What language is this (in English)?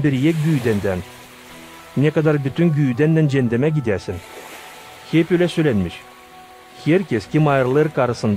Gagauz